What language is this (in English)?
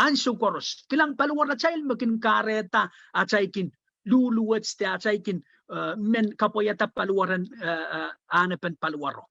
Pohnpeian